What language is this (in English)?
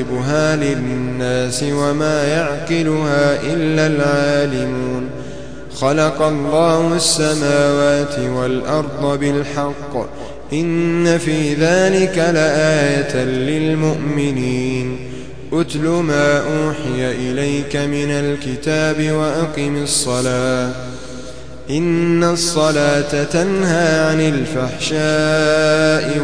Arabic